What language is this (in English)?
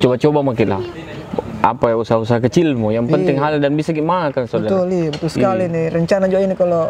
Makassar Malay